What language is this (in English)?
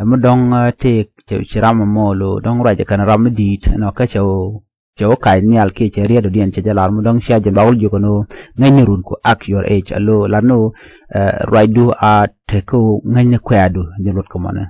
Nuer